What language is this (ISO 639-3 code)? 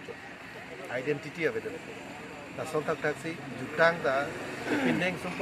mjw